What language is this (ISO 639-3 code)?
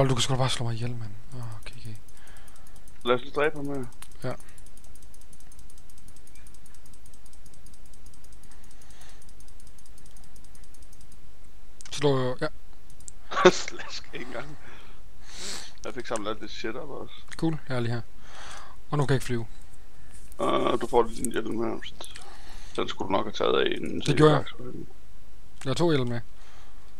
dan